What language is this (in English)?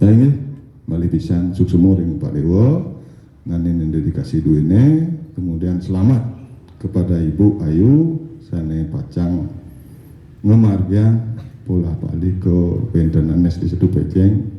Balinese